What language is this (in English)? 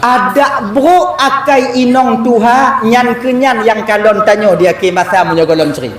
Achinese